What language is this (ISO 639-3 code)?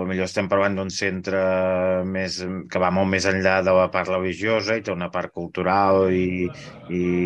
cat